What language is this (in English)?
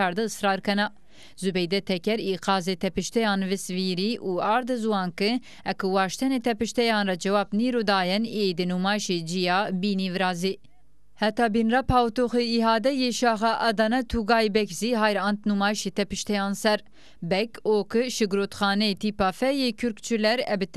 Zaza